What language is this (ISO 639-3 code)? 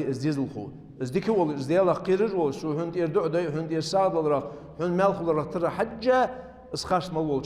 inh